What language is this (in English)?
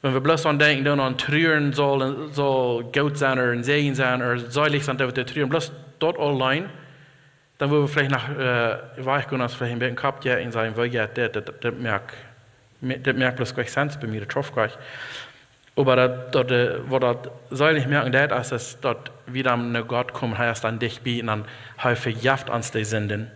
Plautdietsch